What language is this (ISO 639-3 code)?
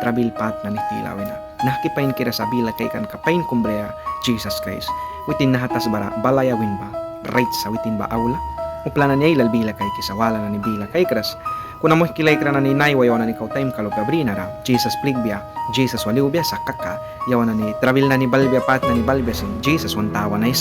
miq